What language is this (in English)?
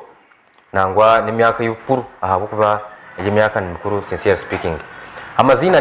Nyankole